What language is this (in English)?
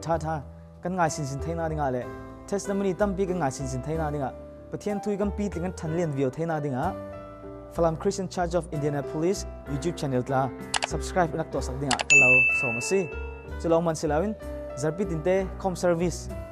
Falam Chin